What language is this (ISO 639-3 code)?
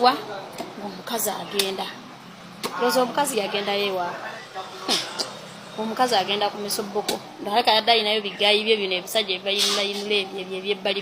lug